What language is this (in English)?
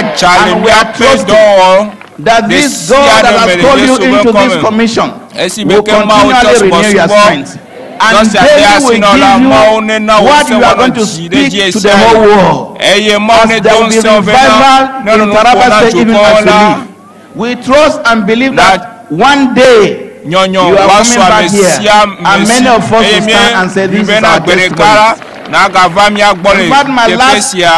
Ewe